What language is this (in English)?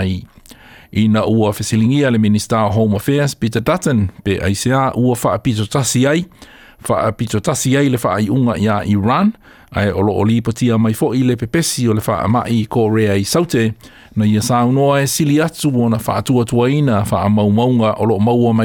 Samoan